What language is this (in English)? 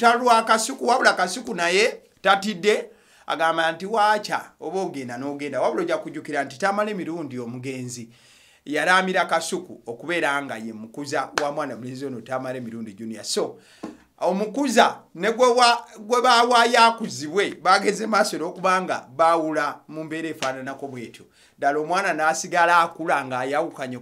Ganda